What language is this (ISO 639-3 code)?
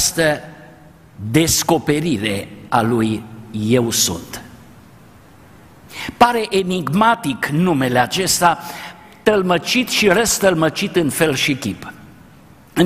ron